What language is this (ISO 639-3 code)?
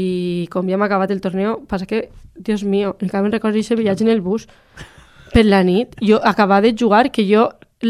cat